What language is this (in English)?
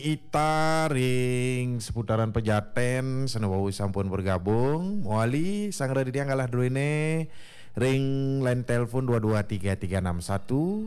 Balinese